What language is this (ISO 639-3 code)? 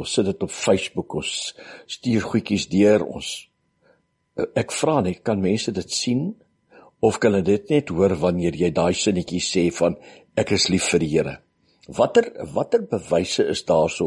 afr